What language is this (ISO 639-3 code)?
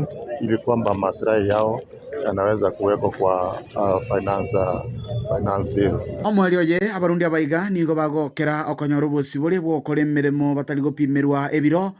guz